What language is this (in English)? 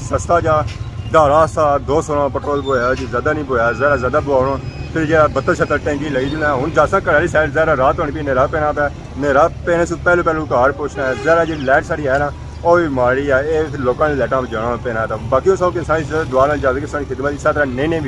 Pahari-Potwari